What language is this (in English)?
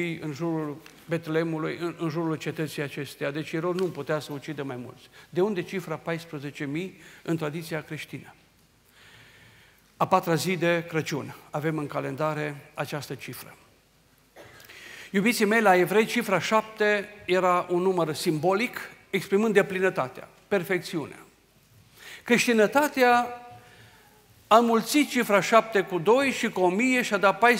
Romanian